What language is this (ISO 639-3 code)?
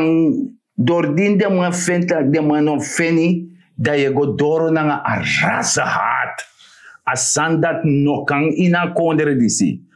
srn